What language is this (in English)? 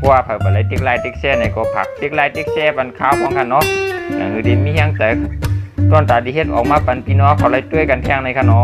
Shan